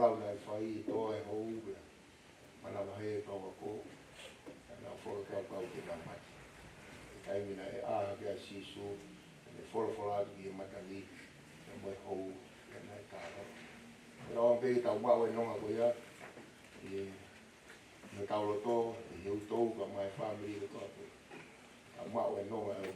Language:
Tongan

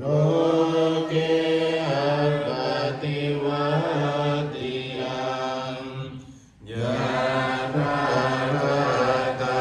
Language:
Pali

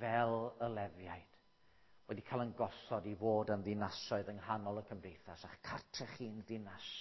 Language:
Welsh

